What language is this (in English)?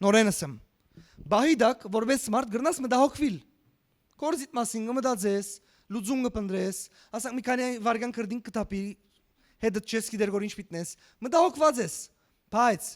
Western Armenian